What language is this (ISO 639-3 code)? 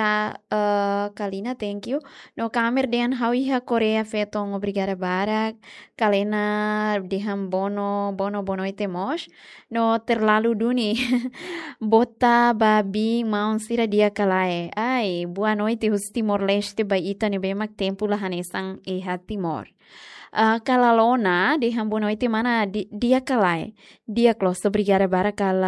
tet